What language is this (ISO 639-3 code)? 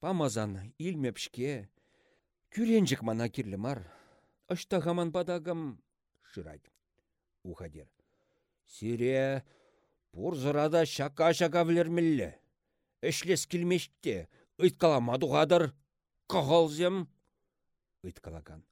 chv